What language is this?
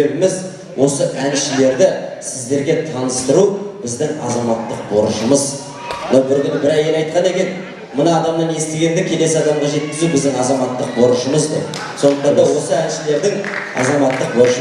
Kara-Kalpak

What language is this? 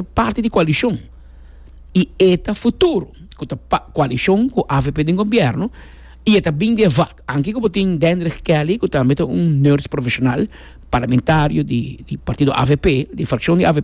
Papiamento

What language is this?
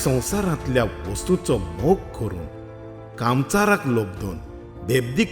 Konkani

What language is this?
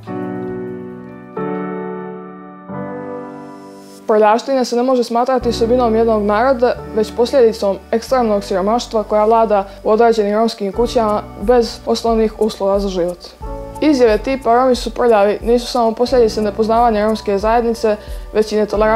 Bosnian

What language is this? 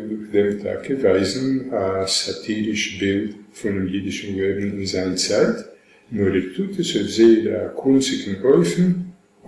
Yiddish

